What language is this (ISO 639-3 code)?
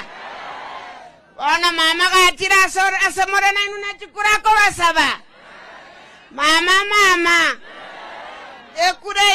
swa